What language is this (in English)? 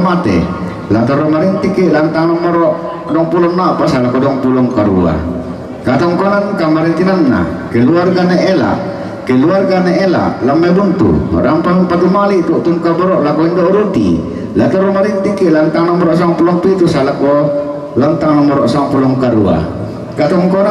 Toraja-Sa'dan